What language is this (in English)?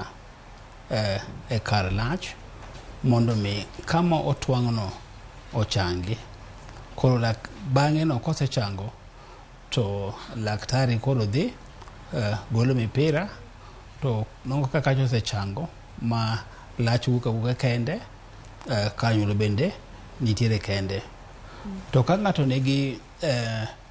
Luo (Kenya and Tanzania)